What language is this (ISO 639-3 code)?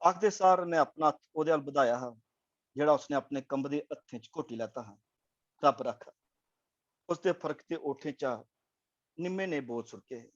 doi